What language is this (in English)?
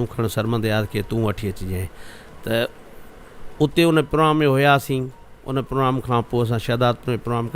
Sindhi